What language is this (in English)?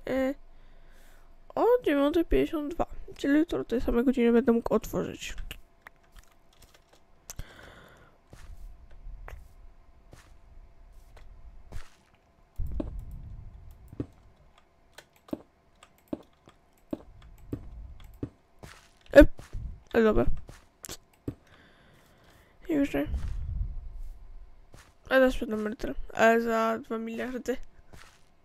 Polish